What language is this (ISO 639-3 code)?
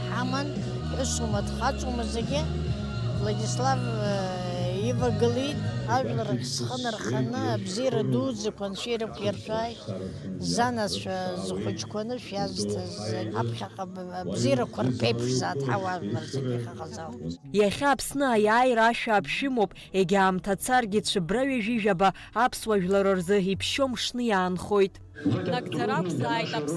abk